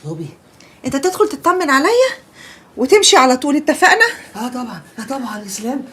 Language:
Egyptian Arabic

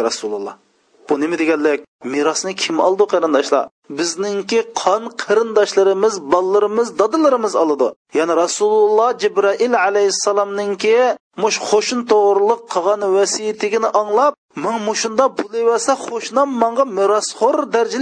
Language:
Uyghur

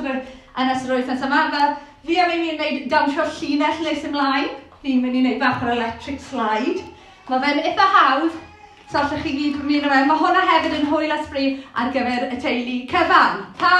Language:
Welsh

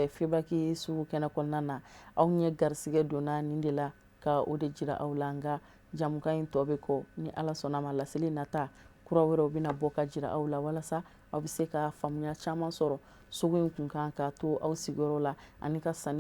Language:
Bambara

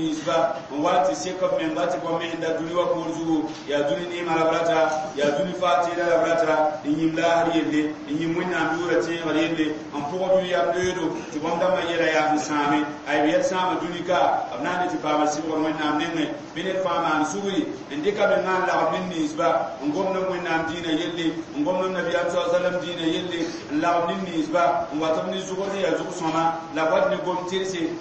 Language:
Mossi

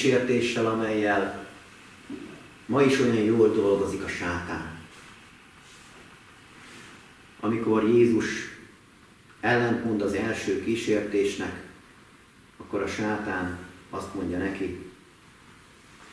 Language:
Hungarian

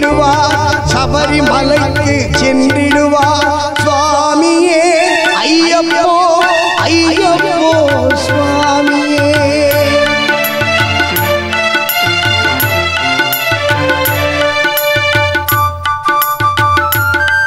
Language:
Tamil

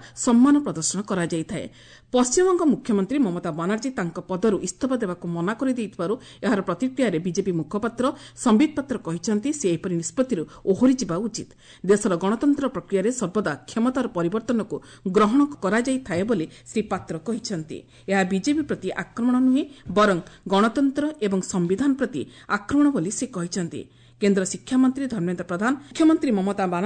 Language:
Odia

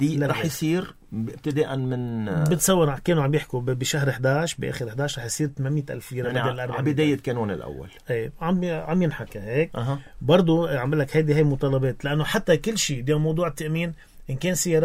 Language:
North Levantine Arabic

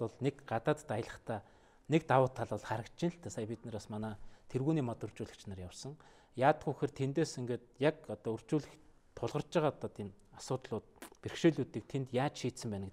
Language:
Mongolian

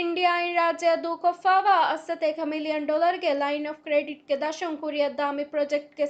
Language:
Divehi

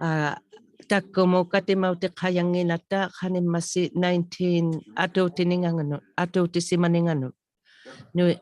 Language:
Inuktitut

